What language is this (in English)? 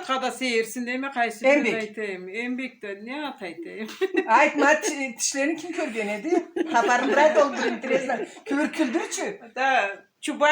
Karachay-Balkar